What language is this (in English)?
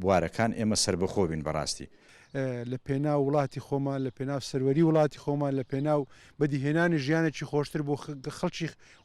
Central Kurdish